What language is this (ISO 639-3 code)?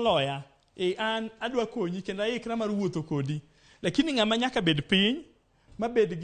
luo